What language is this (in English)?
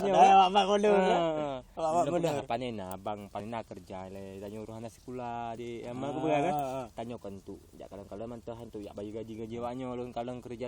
Achinese